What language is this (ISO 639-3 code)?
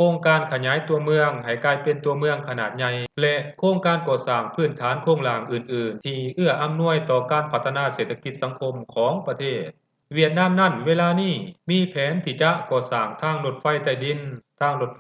lao